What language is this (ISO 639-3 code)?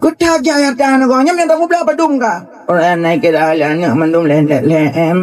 ace